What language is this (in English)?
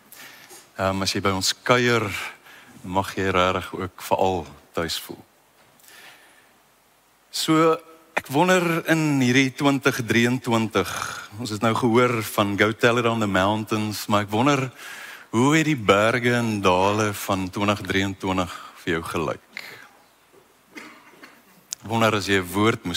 Afrikaans